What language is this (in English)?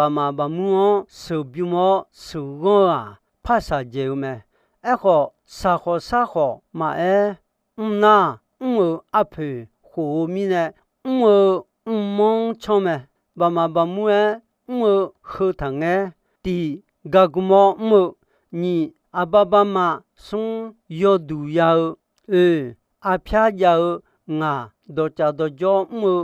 Akha